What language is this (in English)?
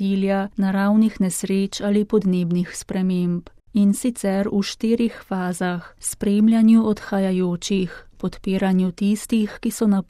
Slovenian